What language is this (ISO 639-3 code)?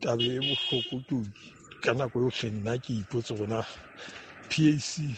sot